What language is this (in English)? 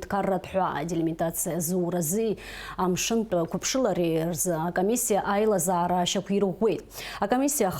Abkhazian